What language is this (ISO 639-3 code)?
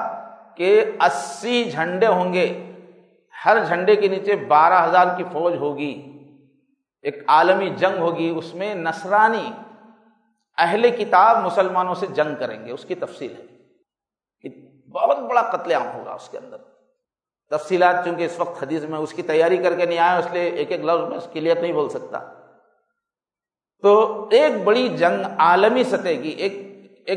urd